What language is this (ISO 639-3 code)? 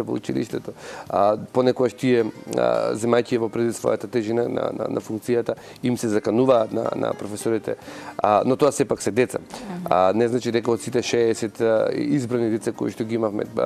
mkd